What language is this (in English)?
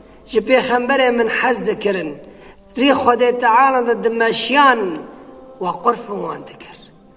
Kurdish